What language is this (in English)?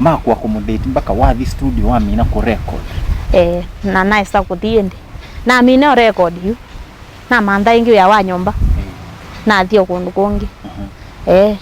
Kamba